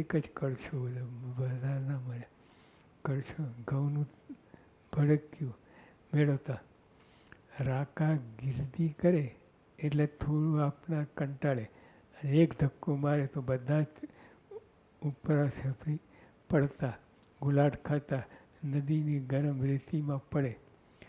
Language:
Gujarati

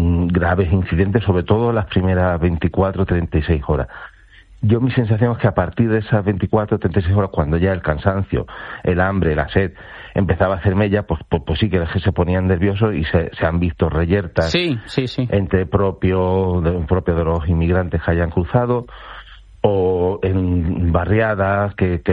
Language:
Spanish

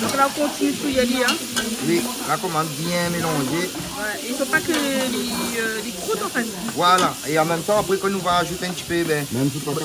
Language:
Réunion Creole French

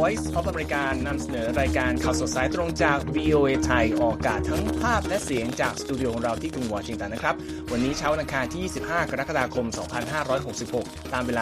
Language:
Thai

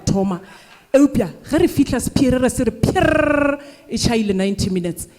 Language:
Northern Sotho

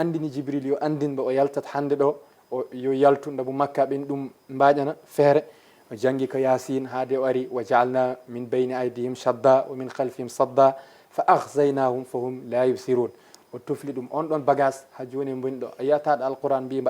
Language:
Fula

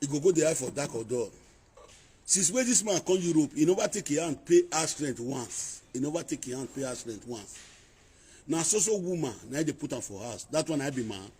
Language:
Nigerian Pidgin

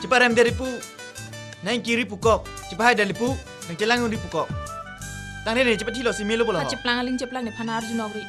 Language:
Karbi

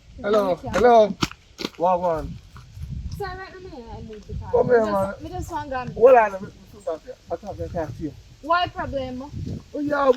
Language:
Jamaican Creole English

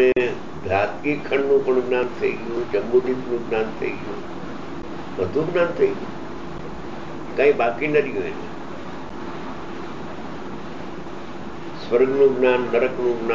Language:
Gujarati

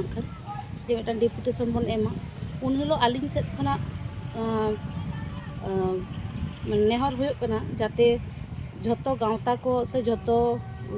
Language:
Santali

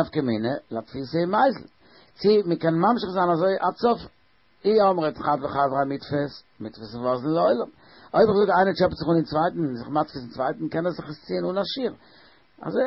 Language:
Yiddish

